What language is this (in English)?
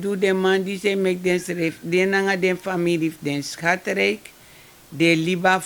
Sranan Tongo